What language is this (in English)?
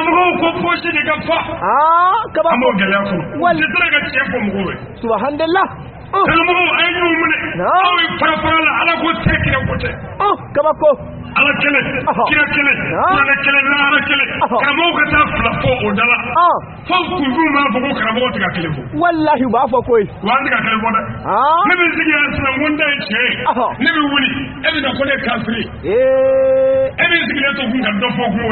Bambara